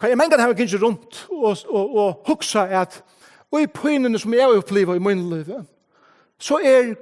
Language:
Faroese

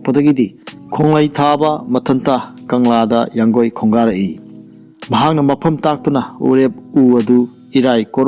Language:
Manipuri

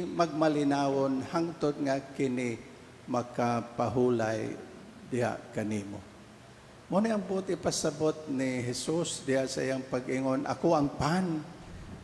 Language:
Cebuano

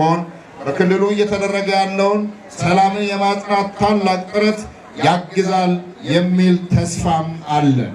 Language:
Amharic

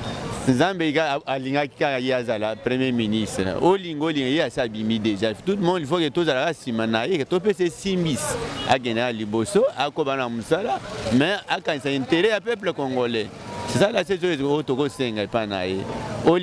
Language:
Lingala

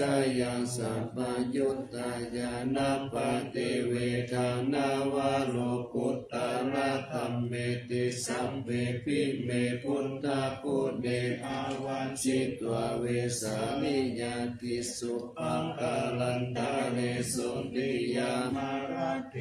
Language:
Pali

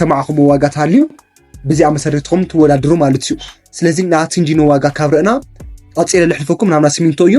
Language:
Tigrinya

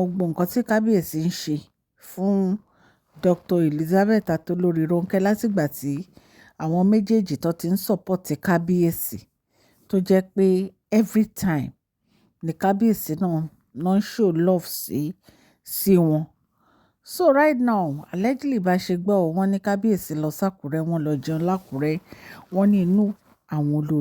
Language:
Yoruba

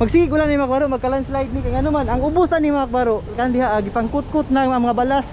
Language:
Cebuano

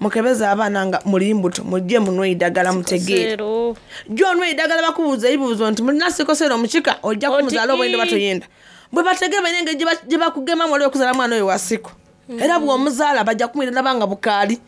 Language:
Soga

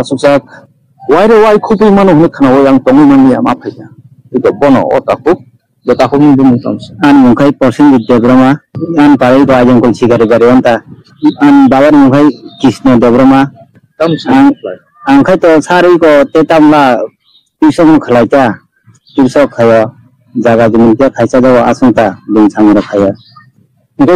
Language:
Kok Borok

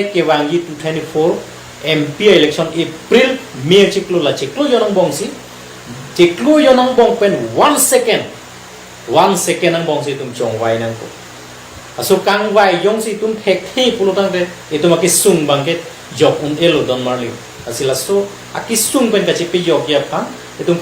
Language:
Karbi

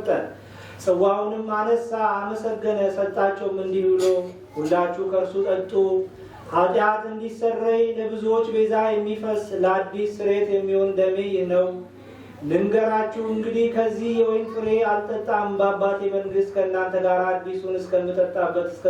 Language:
Amharic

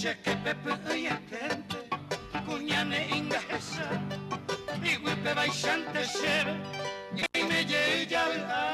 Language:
Guarani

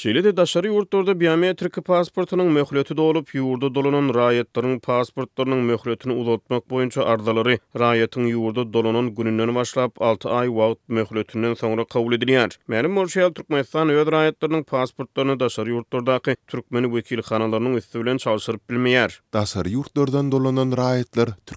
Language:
Turkmen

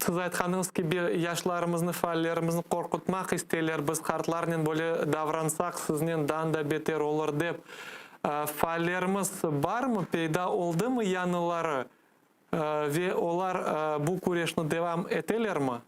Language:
Crimean Tatar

